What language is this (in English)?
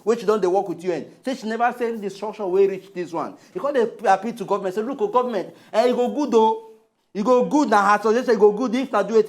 Nigerian Pidgin